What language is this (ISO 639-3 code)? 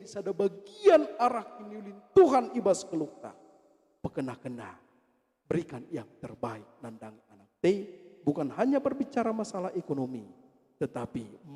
btx